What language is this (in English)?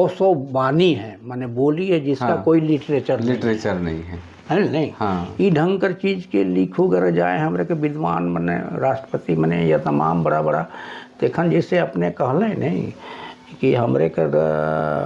Sadri